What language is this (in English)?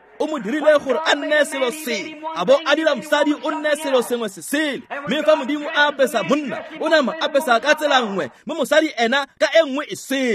Tswana